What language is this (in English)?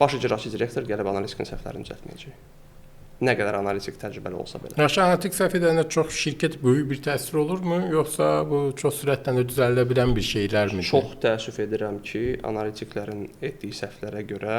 Azerbaijani